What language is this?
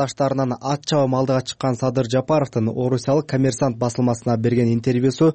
Kyrgyz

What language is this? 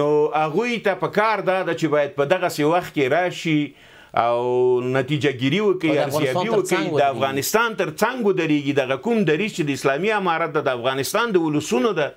Pashto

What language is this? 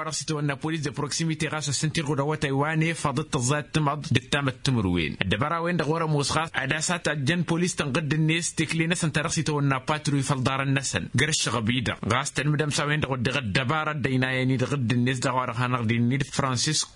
Tamasheq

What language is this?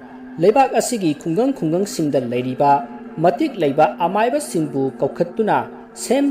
Manipuri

